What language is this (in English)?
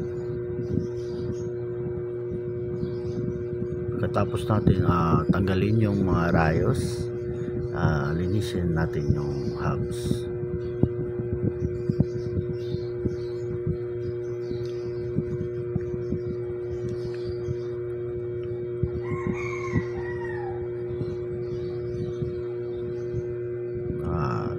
Filipino